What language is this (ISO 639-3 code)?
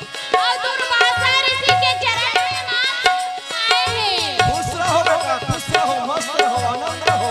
hne